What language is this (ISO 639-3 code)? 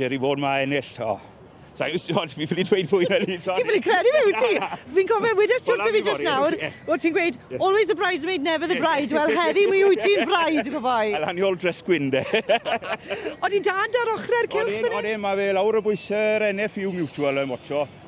cym